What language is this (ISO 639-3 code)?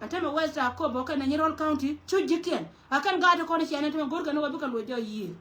nus